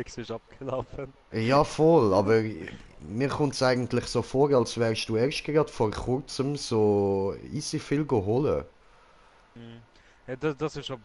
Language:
Swiss German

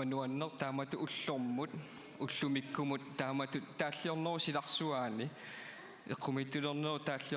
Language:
Kalaallisut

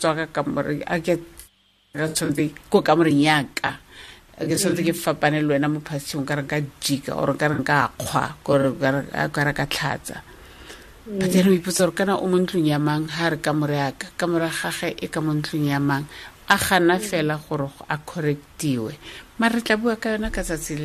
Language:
Tswana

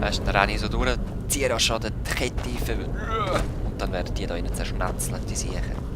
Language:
Swiss German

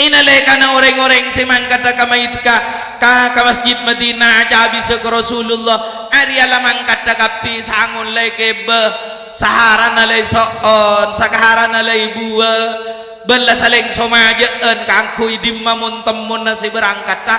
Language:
Madurese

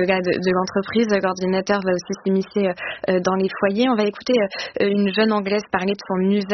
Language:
French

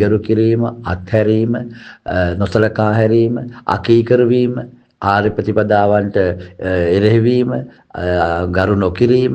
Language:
Sinhala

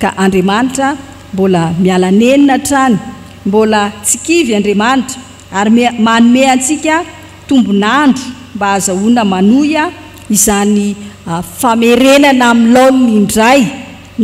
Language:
Malagasy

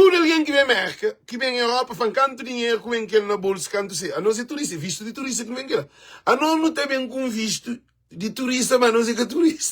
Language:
Kabuverdianu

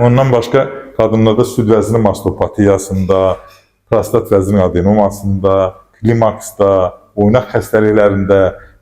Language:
Azerbaijani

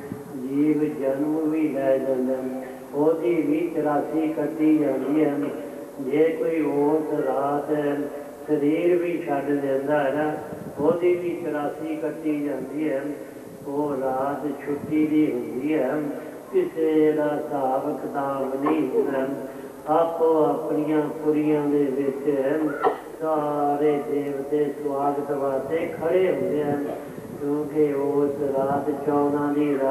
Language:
Punjabi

